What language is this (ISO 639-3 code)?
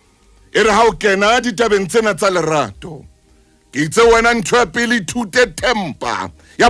sot